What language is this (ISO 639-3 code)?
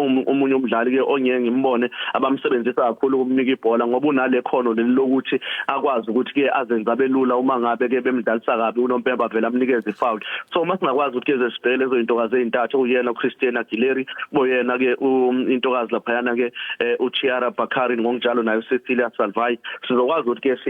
zul